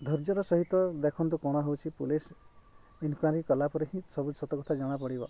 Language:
Odia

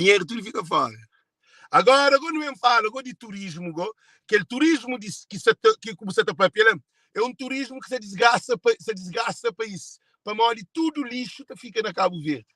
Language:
Kabuverdianu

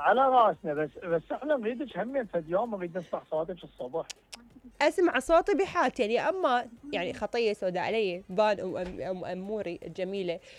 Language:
Mesopotamian Arabic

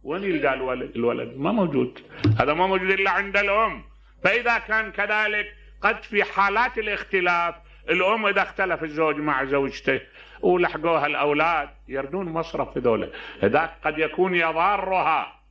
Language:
Mesopotamian Arabic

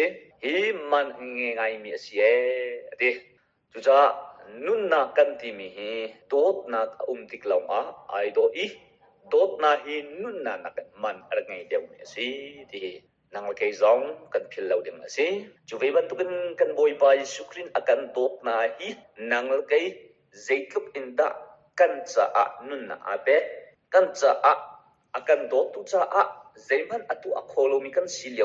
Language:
Hakha Chin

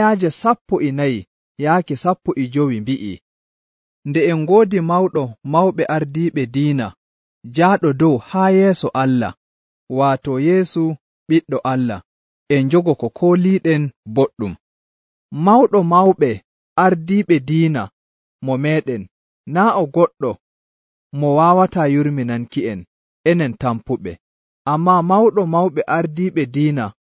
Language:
Nigerian Fulfulde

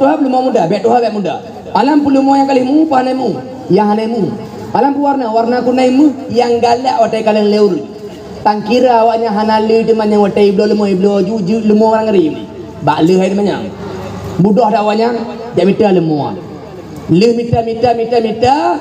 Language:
Achinese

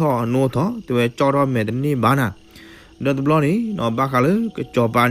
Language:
S'gaw Karen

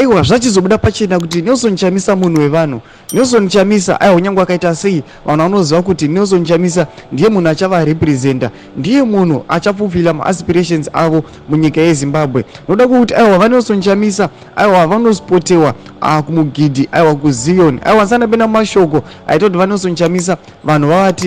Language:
Shona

